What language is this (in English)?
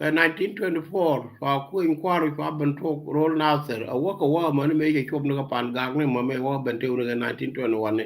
Nuer